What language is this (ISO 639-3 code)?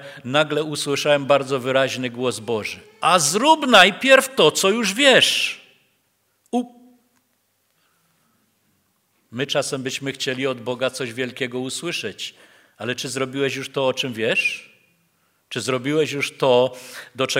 pol